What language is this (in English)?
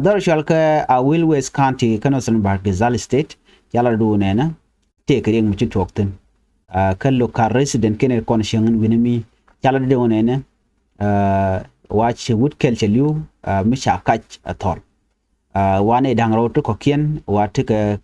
Nuer